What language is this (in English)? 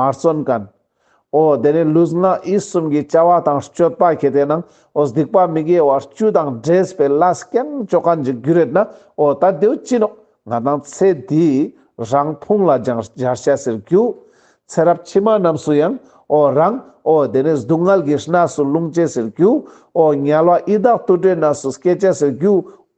Ladakhi